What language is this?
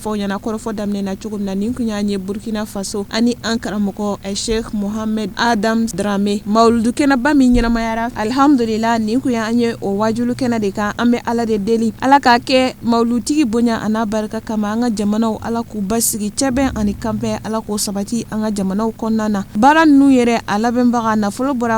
Bambara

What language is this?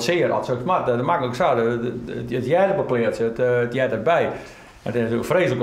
Western Frisian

